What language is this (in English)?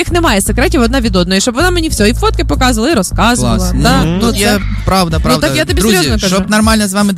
Ukrainian